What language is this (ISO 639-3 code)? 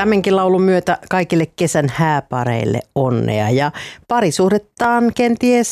fin